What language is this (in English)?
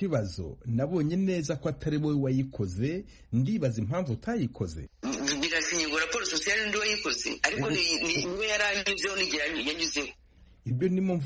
Kinyarwanda